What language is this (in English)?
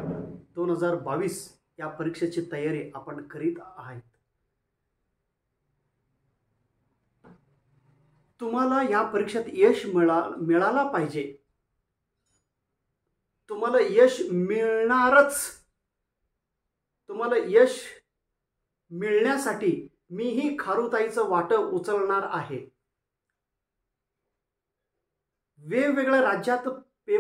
Marathi